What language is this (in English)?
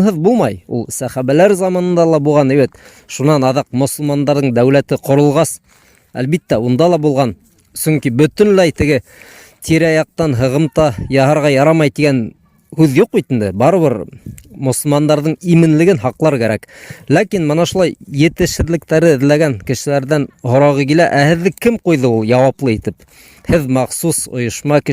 Bashkir